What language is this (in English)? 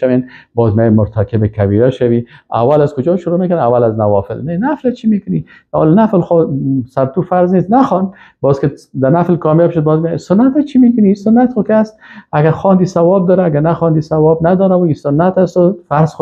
Persian